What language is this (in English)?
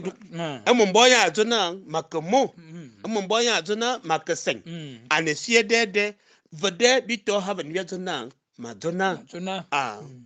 Fang